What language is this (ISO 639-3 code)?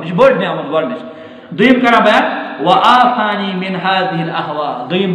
kas